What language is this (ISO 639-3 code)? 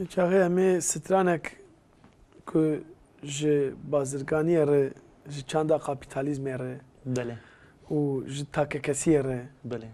kur